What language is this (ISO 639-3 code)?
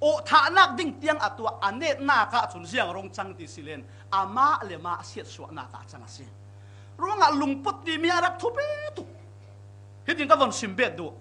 cfm